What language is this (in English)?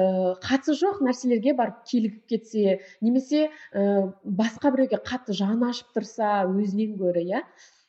Kazakh